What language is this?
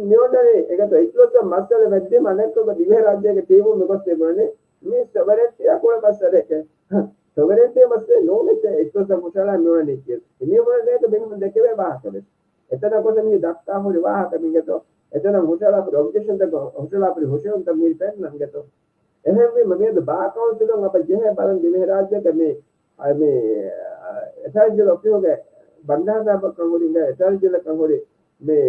Divehi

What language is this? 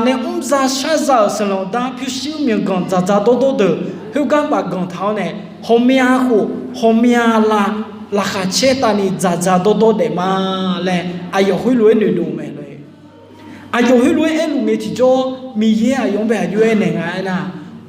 Akha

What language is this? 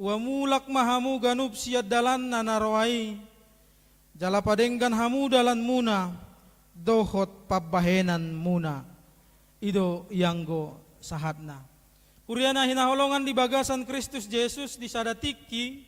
Batak Toba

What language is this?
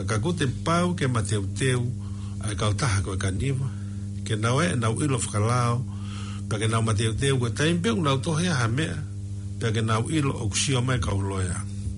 Tongan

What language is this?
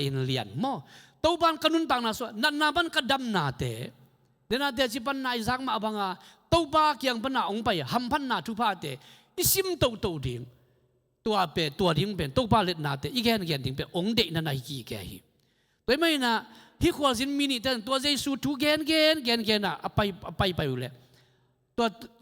Tedim Chin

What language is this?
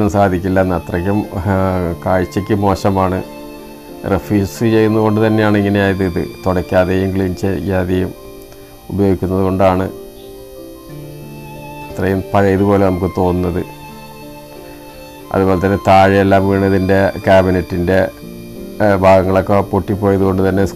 Malayalam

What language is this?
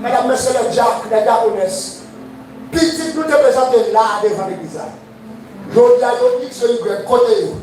Haitian Creole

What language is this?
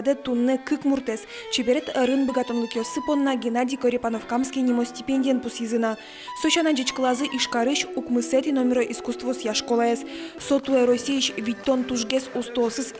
Udmurt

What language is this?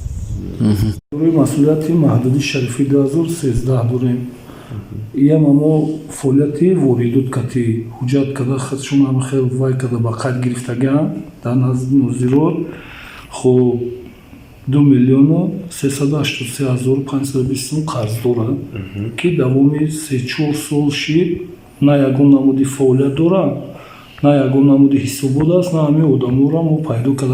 Tajik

